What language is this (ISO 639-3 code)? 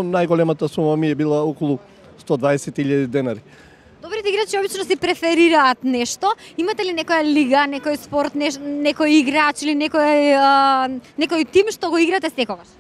mkd